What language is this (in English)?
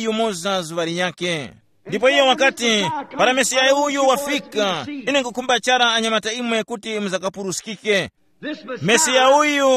Tumbuka